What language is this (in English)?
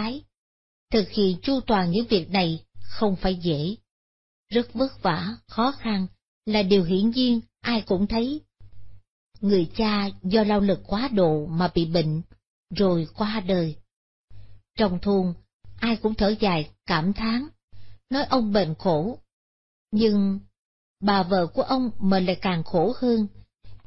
Vietnamese